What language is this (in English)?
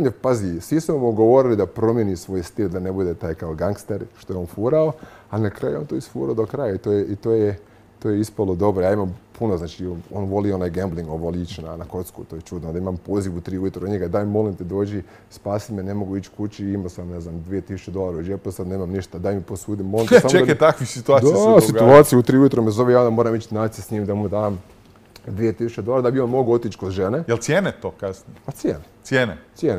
Croatian